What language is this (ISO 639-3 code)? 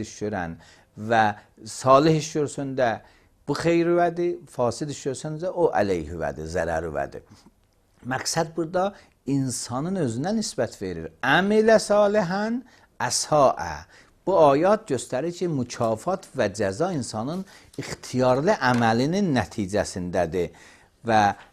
aze